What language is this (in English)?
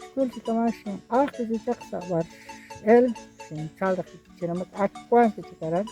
Kekchí